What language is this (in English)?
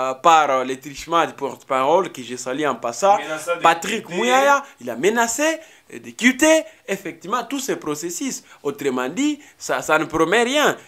French